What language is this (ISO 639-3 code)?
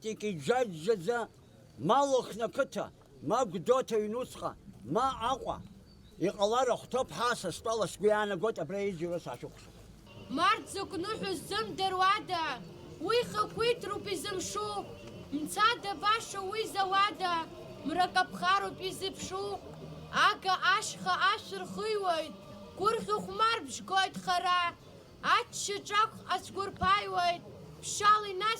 abk